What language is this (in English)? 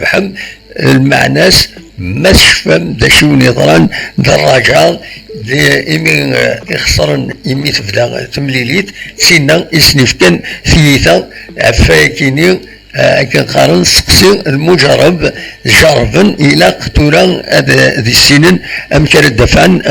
Kabyle